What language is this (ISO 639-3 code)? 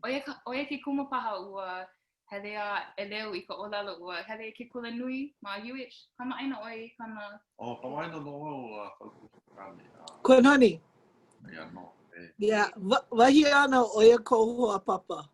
haw